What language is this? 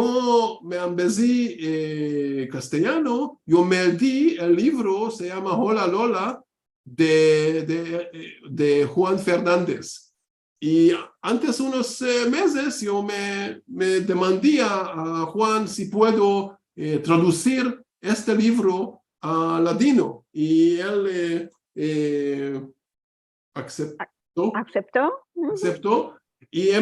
Ladino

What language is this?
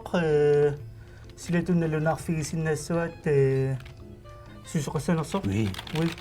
Kalaallisut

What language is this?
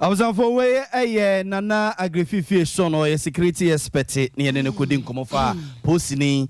Akan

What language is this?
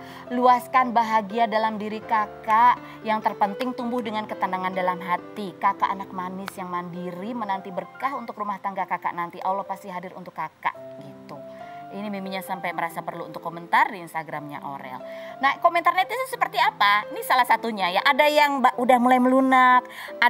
Indonesian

